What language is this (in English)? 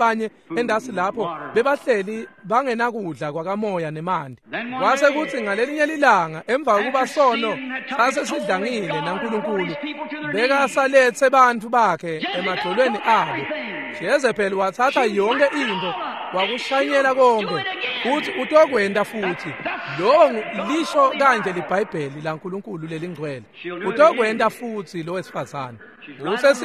Swati